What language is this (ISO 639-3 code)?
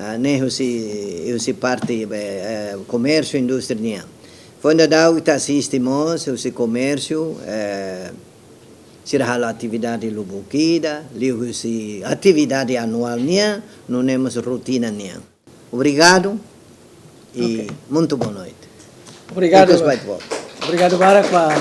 tet